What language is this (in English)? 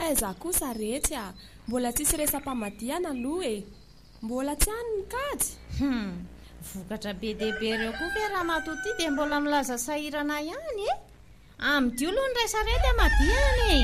Malagasy